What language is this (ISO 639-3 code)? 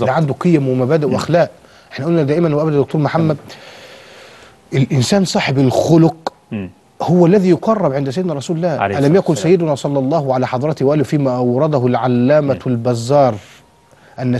arz